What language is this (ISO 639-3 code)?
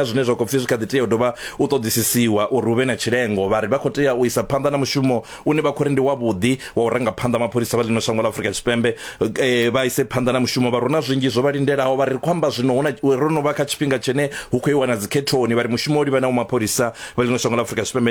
ven